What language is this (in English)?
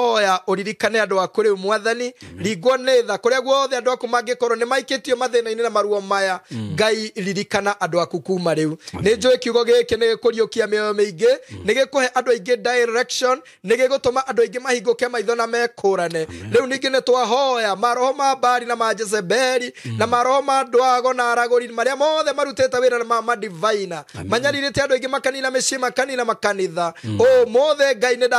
Kikuyu